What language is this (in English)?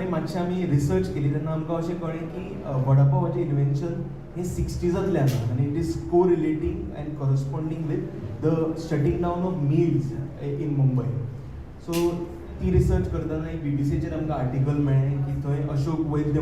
Konkani